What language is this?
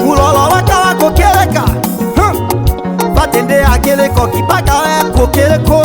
Tetela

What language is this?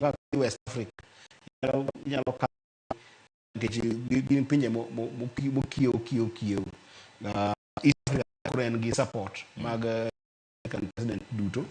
Luo (Kenya and Tanzania)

